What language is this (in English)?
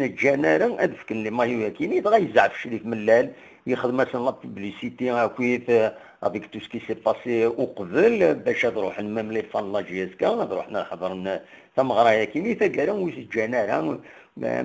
Kabyle